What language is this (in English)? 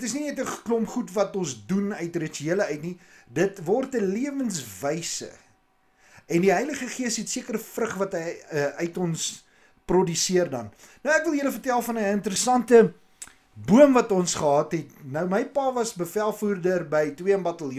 Afrikaans